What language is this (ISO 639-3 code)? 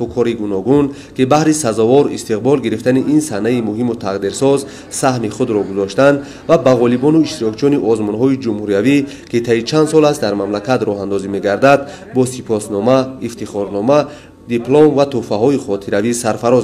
tgk